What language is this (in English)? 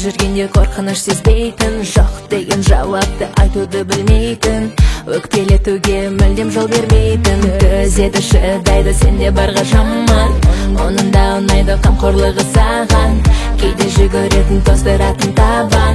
Kazakh